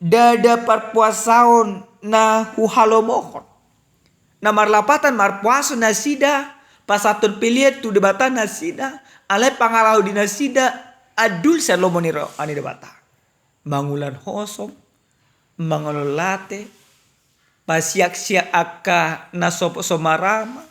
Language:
Batak Toba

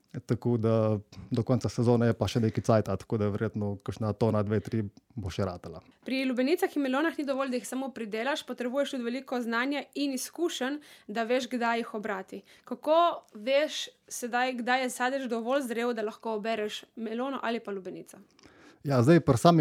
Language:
Slovenian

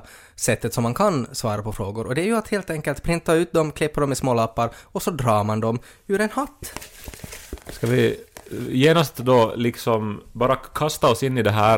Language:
Swedish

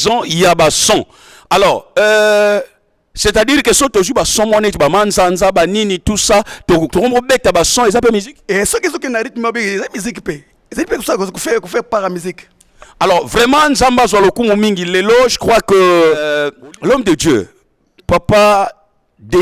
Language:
Lingala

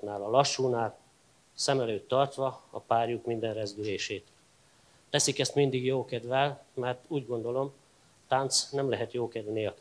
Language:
Hungarian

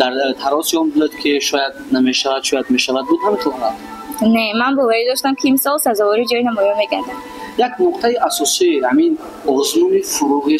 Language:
Tajik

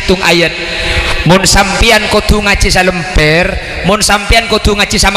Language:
Madurese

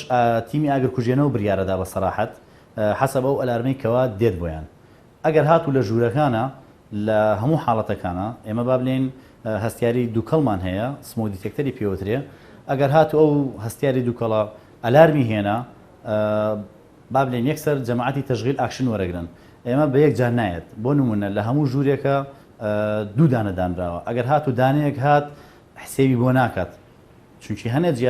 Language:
Central Kurdish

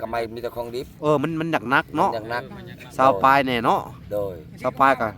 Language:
Lao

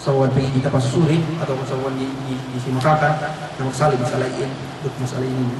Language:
Yakan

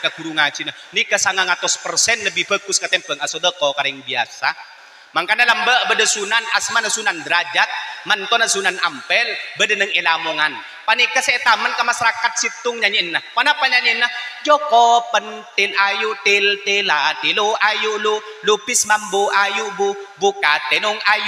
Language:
Madurese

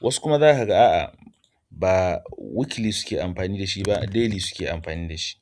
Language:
Hausa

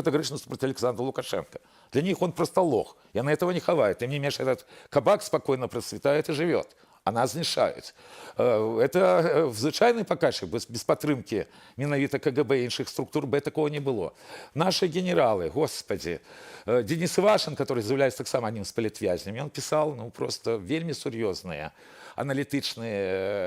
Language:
Belarusian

